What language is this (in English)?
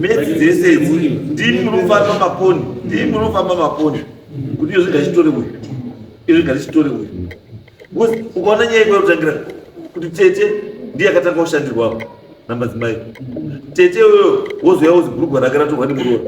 Shona